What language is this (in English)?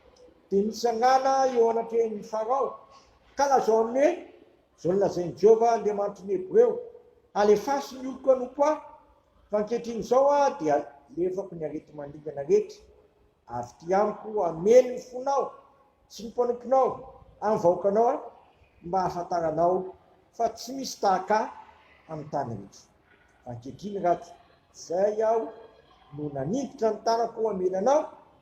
Malagasy